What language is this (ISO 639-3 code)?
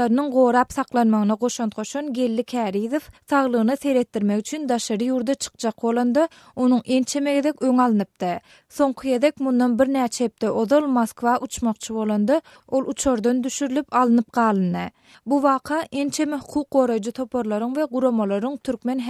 tuk